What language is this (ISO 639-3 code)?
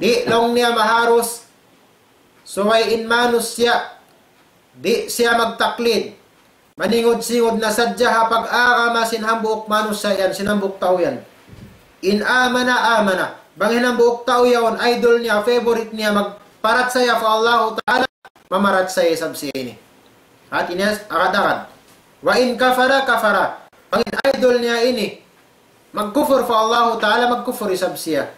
tsg